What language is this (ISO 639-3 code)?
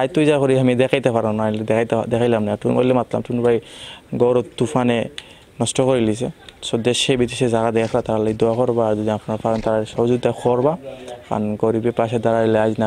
syl